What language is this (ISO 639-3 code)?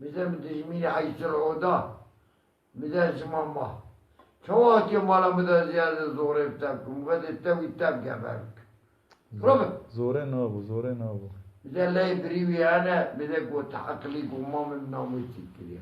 kur